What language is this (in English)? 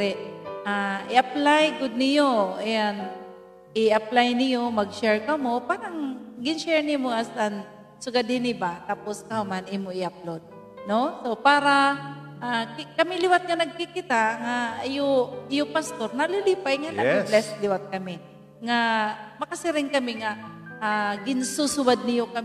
Waray